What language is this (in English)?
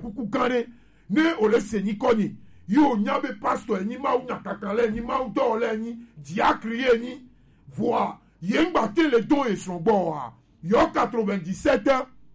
Gen